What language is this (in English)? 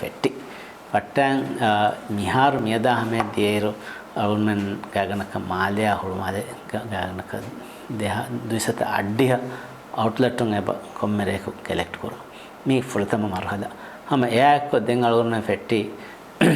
Divehi